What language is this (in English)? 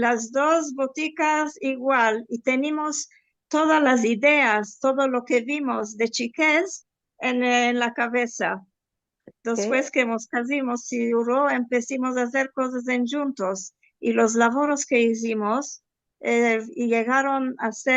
Ladino